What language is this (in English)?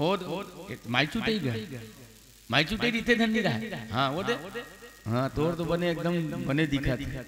Chhattisgarhi